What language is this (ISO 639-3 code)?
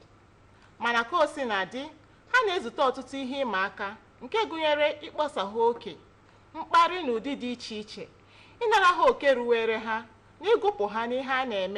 ibo